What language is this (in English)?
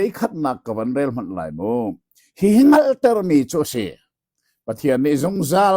Hakha Chin